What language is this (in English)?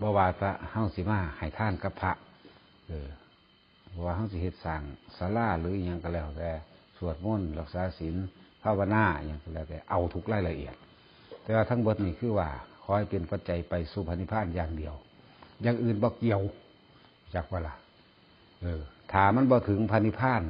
Northeastern Thai